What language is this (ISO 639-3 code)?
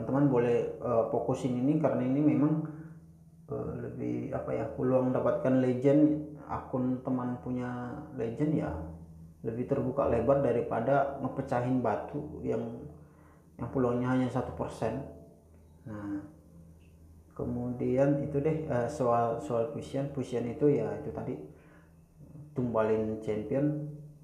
ind